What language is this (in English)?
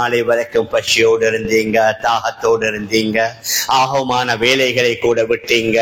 Tamil